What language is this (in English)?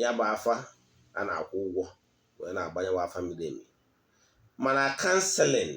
Igbo